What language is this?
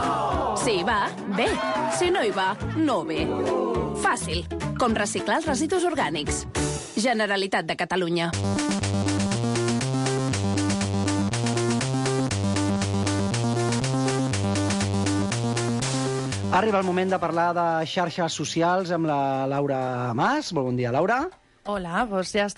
Catalan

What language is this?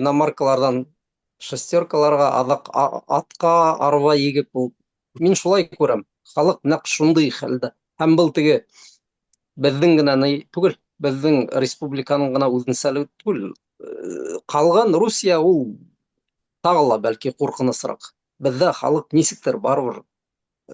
Bashkir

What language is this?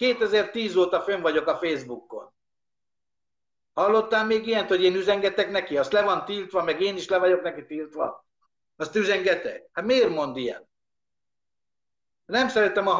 Hungarian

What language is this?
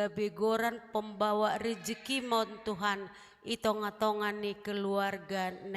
Batak Simalungun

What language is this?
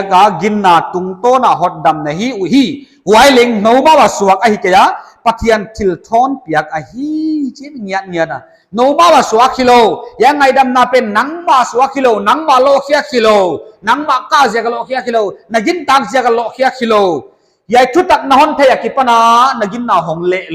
Paite Chin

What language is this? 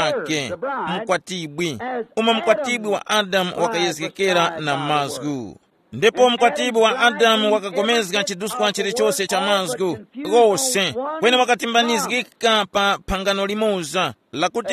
Tumbuka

